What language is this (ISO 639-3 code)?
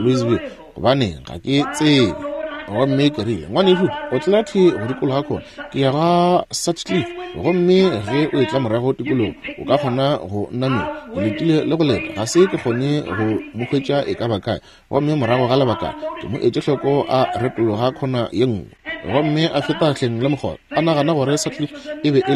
nso